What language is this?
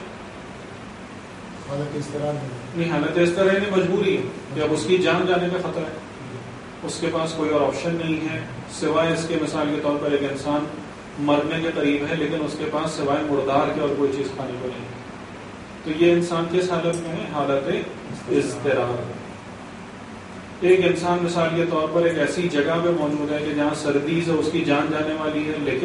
Urdu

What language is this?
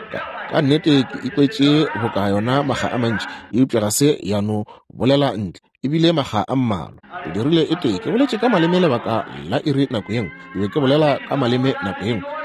Northern Sotho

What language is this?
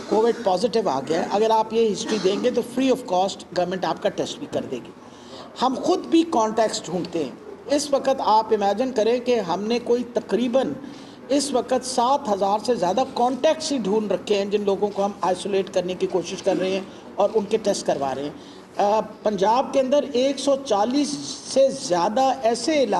Urdu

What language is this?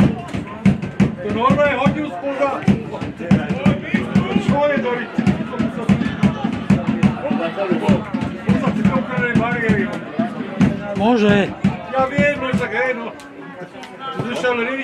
Slovak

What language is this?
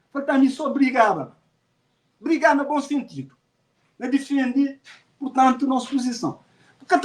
Kabuverdianu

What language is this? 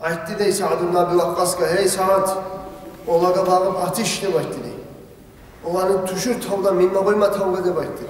Kumyk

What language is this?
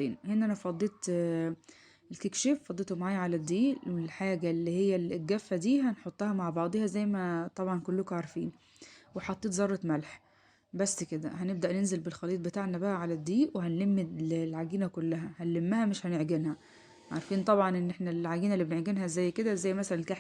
Egyptian Arabic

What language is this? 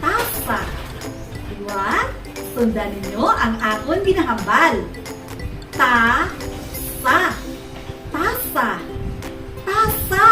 Hiligaynon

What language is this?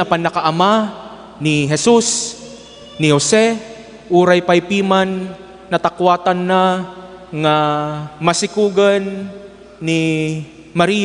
Iloko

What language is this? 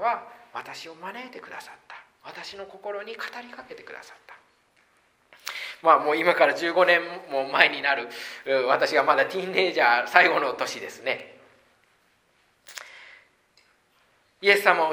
Japanese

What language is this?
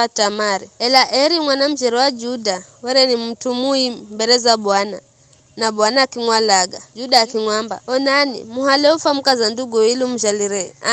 Giryama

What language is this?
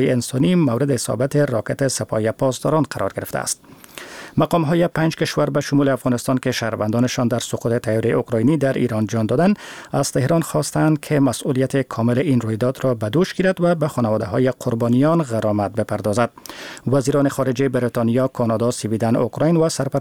Persian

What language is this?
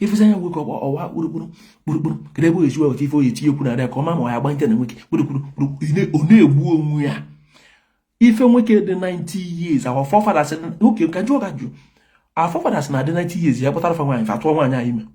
Igbo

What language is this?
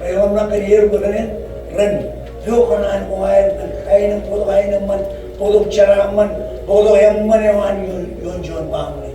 Marshallese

